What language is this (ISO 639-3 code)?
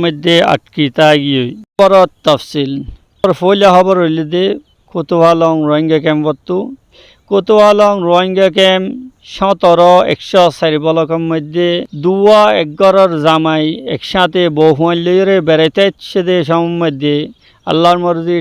rhg